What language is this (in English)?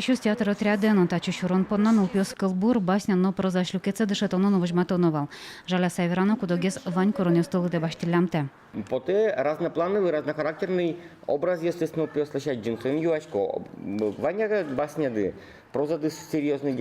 Udmurt